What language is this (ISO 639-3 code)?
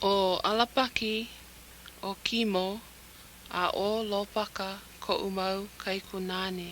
haw